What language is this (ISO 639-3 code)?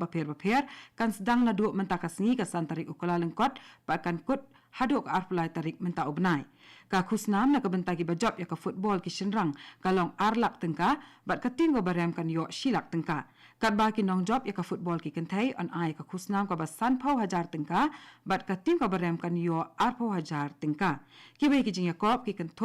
kha